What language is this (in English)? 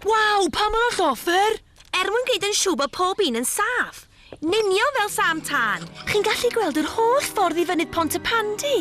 Welsh